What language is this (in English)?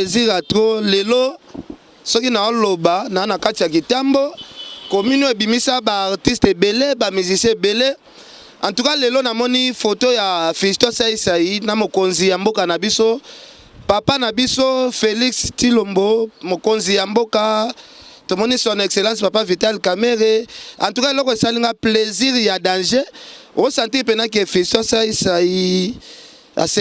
Lingala